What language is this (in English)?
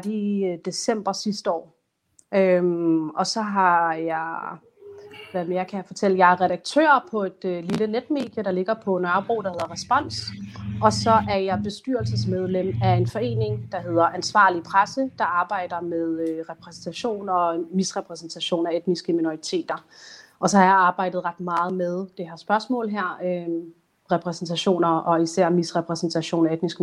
Danish